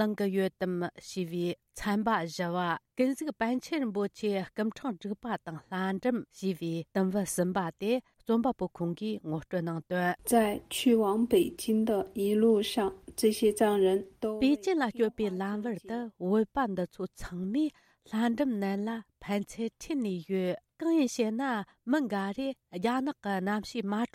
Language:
Tibetan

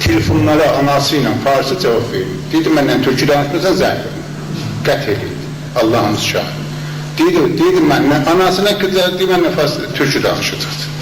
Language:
South Azerbaijani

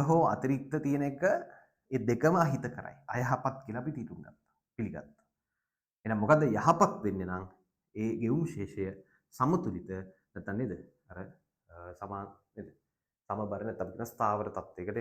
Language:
Sinhala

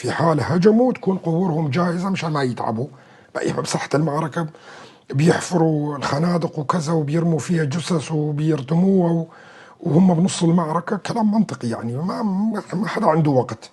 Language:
North Levantine Arabic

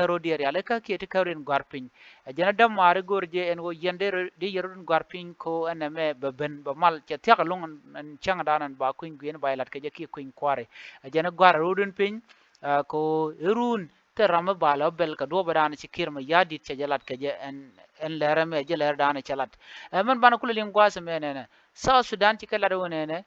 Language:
Nuer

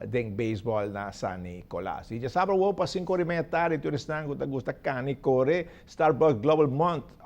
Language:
Papiamento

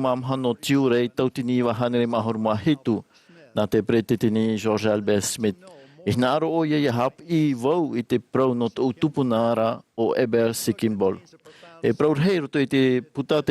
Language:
Tahitian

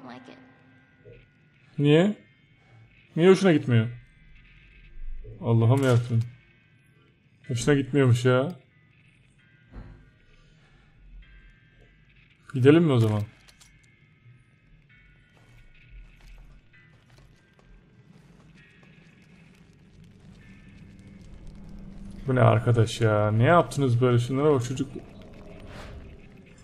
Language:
Turkish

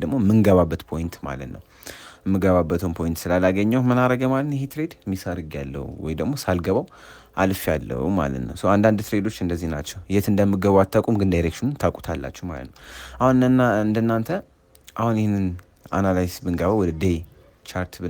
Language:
Amharic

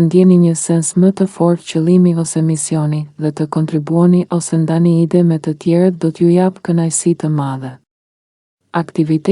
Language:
Albanian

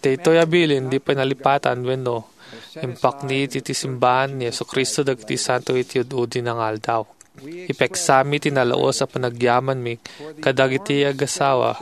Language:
Iloko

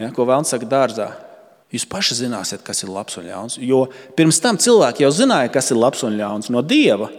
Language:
Latvian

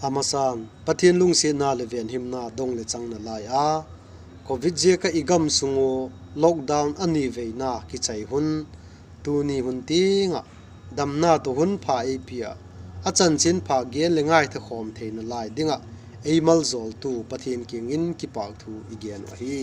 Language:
Vaiphei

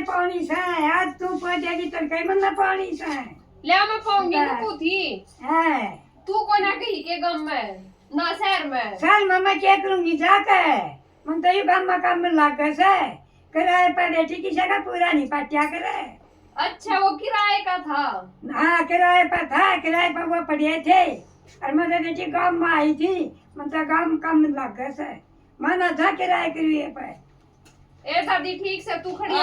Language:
Haryanvi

